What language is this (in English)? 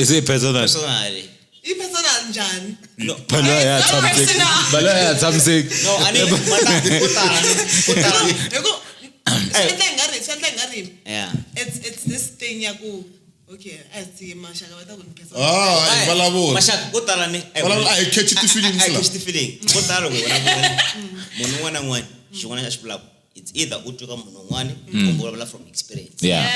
Tsonga